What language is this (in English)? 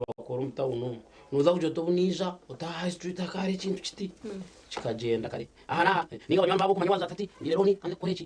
Nyankole